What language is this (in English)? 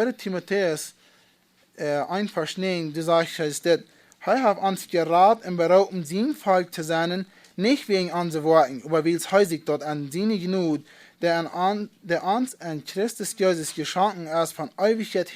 Plautdietsch